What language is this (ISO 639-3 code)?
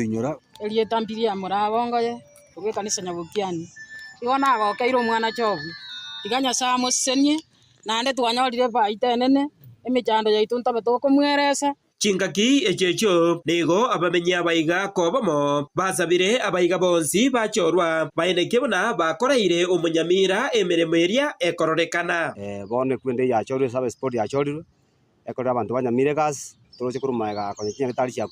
guz